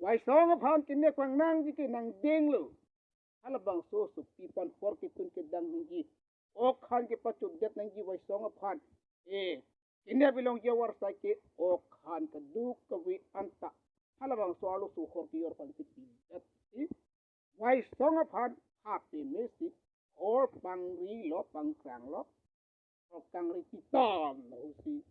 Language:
Karbi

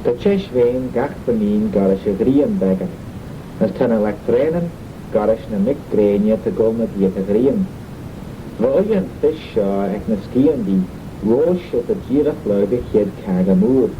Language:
Manx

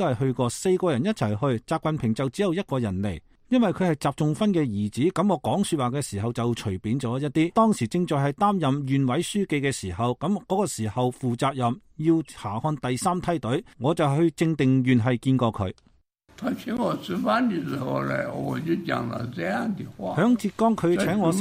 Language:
Cantonese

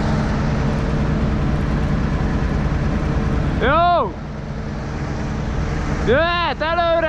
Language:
Hungarian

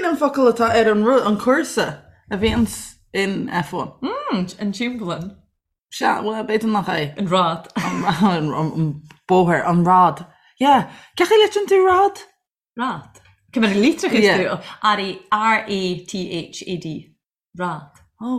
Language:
Irish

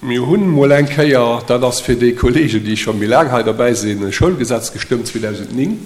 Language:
Luxembourgish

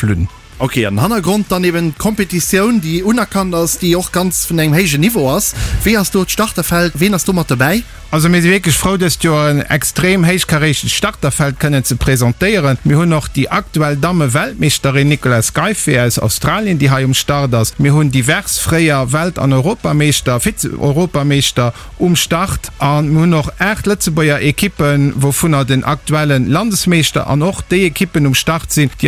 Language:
Luxembourgish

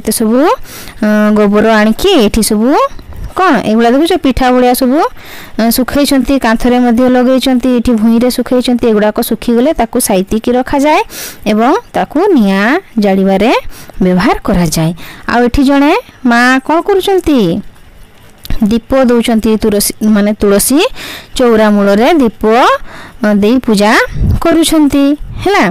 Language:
Odia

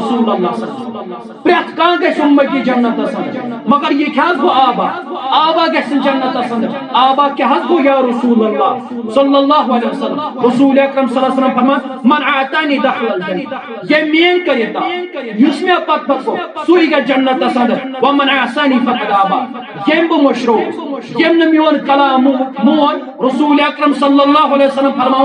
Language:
Kashmiri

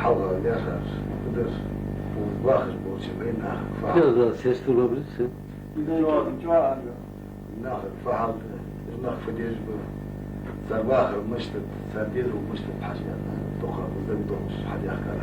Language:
Ingush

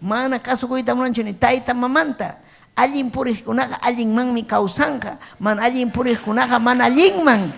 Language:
Ayacucho Quechua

